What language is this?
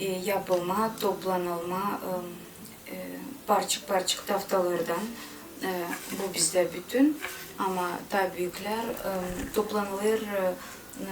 Gagauz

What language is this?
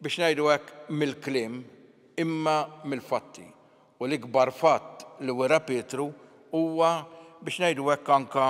Maltese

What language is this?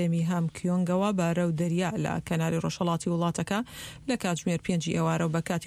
Central Kurdish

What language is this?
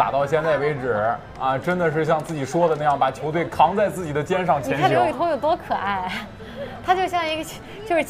Chinese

